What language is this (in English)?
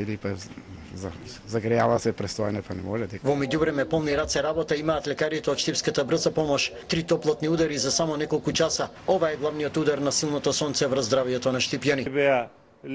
Macedonian